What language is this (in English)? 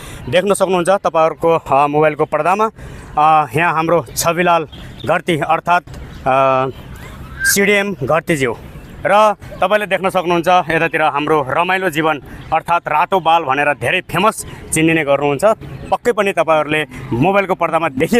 Nepali